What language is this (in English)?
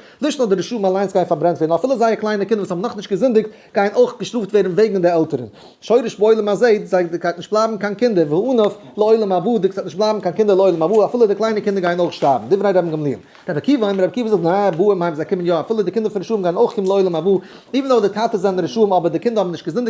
Yiddish